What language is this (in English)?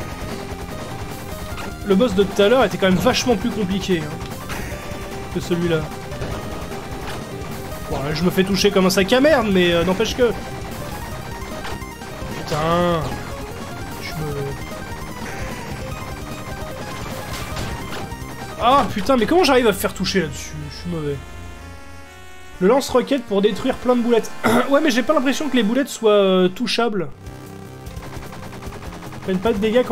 French